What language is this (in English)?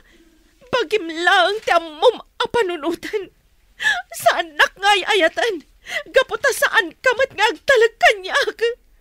Iloko